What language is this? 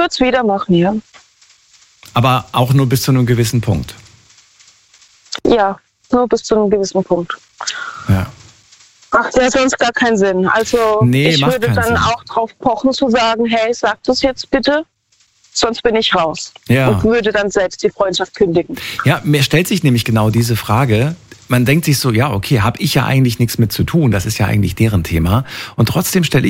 German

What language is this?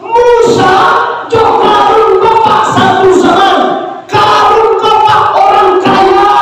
Minangkabau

